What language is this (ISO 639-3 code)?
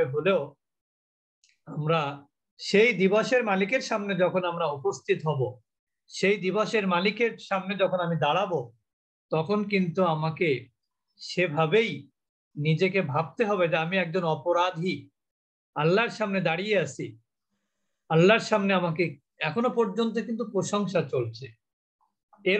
ben